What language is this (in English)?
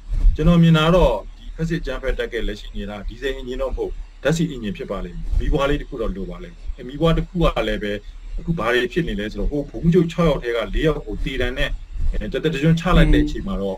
Burmese